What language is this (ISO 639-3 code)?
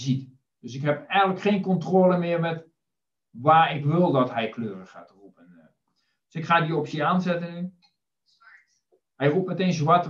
nld